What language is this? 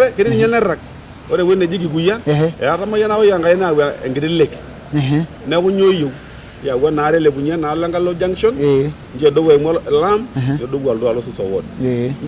Masai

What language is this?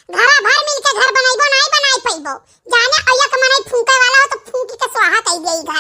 Awadhi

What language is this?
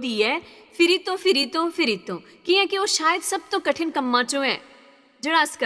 Dogri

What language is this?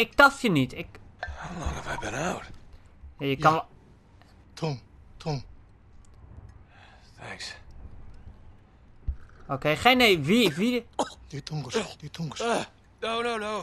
Dutch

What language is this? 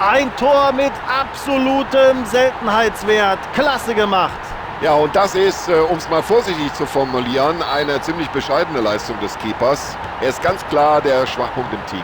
Bavarian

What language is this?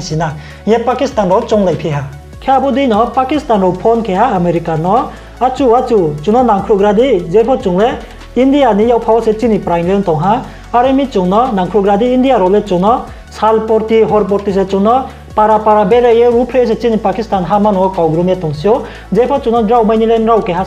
Riang (India)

